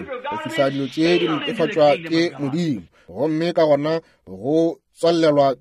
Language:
Northern Sotho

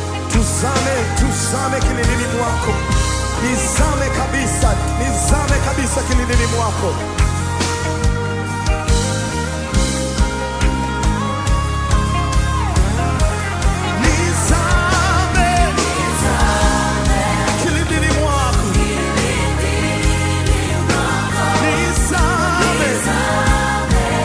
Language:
Swahili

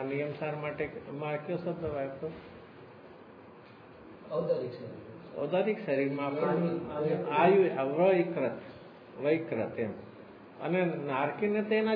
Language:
Gujarati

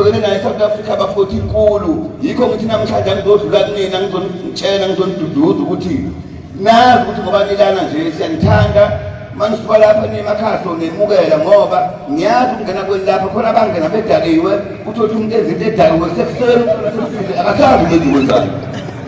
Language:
Zulu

